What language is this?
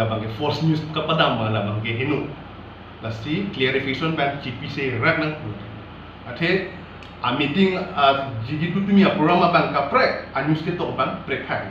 Karbi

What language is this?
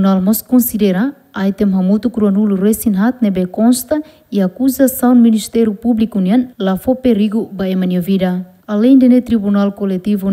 Tetum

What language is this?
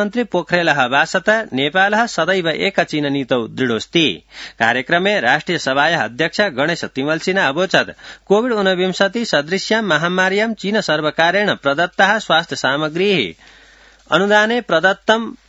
Sanskrit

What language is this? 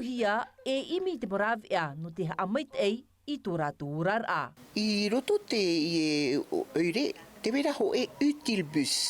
Tahitian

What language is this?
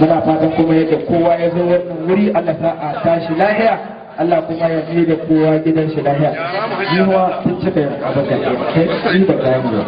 Hausa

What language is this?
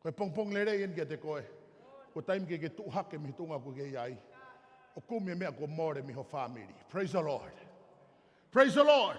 Tongan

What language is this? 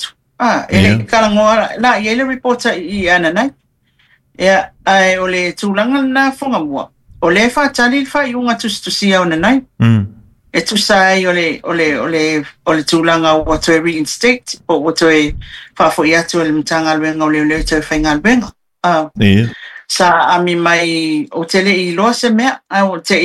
Samoan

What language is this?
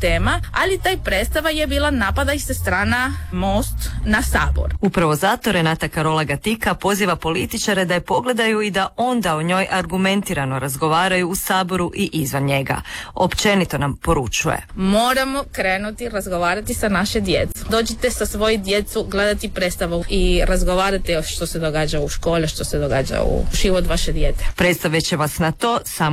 Croatian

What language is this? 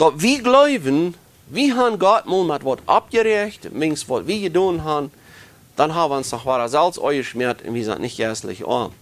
Plautdietsch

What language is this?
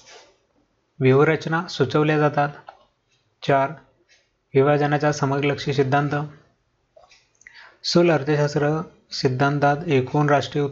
Marathi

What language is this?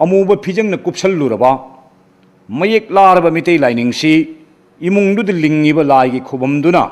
Manipuri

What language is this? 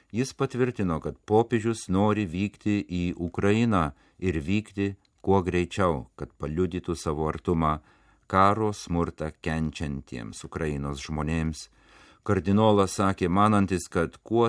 Lithuanian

